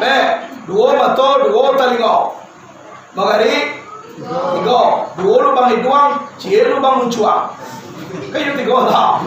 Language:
Minangkabau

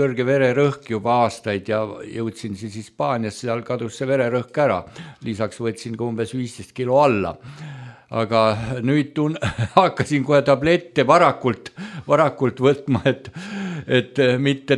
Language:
Estonian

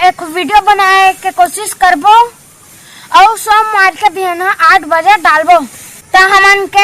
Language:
Chhattisgarhi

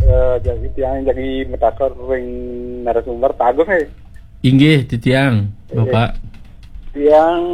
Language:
Balinese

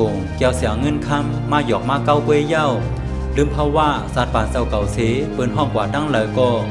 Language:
Shan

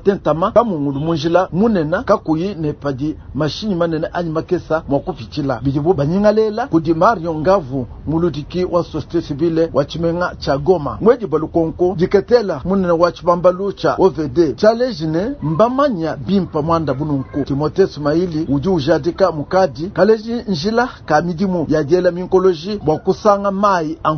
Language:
Luba-Lulua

